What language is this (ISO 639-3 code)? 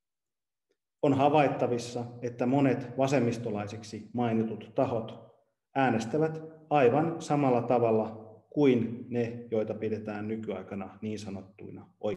fin